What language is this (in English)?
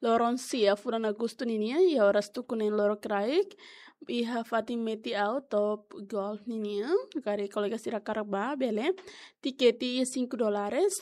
Tetum